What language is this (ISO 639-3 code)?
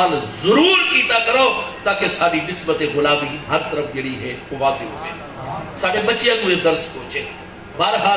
skr